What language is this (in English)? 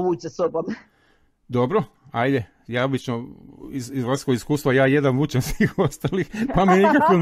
Croatian